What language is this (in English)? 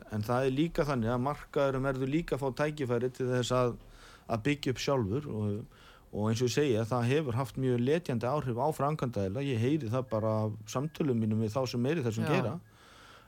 Icelandic